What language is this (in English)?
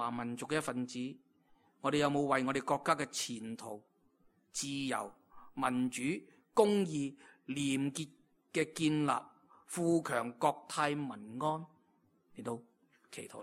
Cantonese